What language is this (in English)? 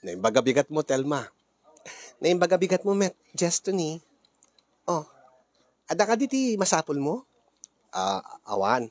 Iloko